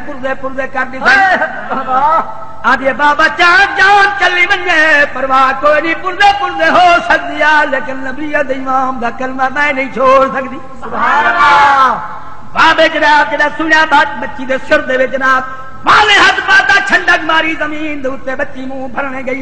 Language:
Saraiki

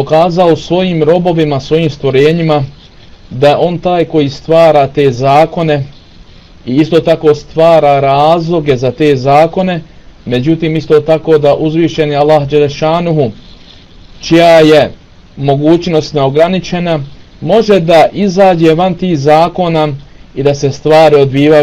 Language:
Bosnian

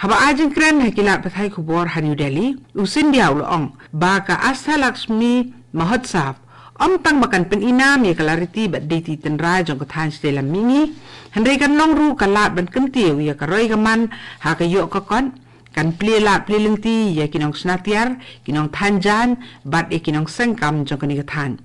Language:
Khasi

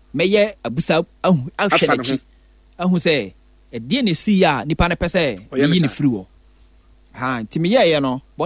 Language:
Akan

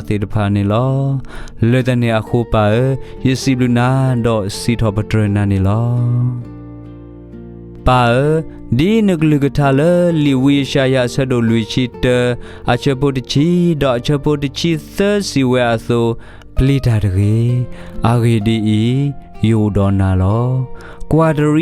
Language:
S'gaw Karen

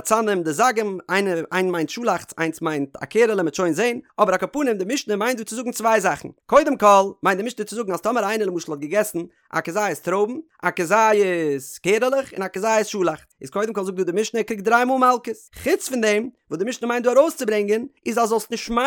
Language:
Yiddish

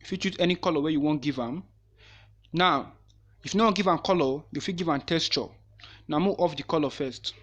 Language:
Nigerian Pidgin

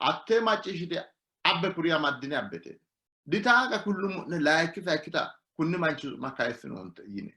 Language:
Sidamo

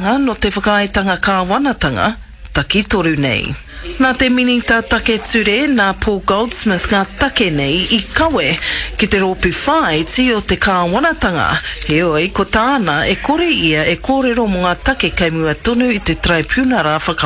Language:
Māori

